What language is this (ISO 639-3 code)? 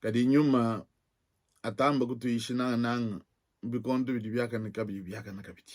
lua